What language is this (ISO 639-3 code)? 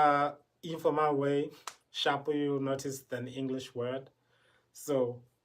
tsn